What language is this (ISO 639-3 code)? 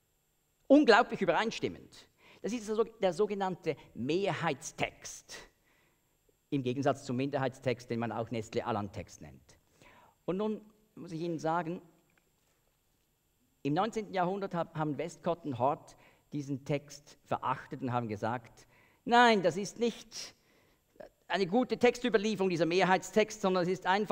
deu